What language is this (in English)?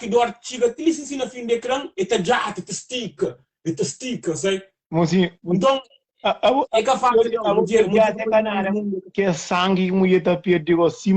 Kabuverdianu